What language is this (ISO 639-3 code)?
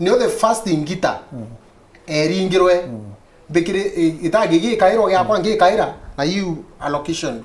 mer